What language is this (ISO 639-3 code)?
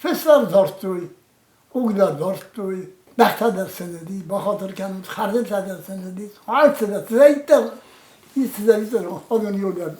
oss